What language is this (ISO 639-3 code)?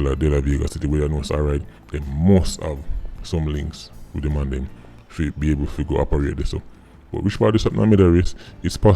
jam